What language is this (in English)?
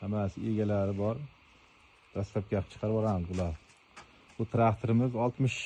Uzbek